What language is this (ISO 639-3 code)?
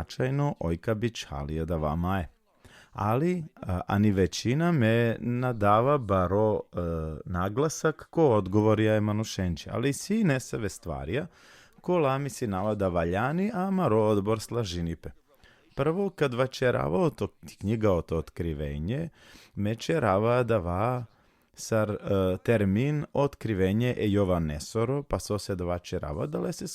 rmn